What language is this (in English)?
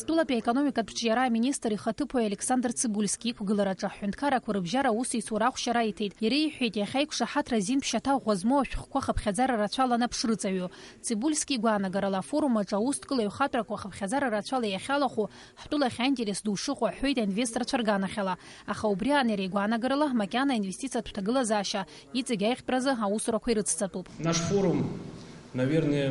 Abkhazian